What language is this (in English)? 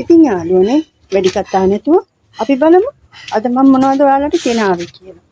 Sinhala